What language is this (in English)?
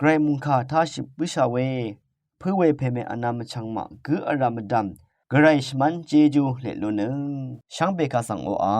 Rawang